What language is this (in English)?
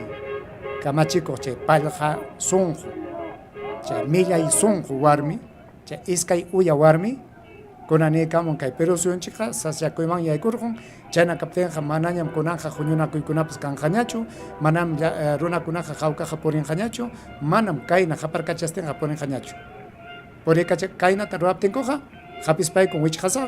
Ayacucho Quechua